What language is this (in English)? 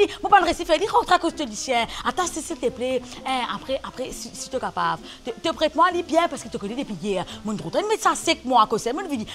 Morisyen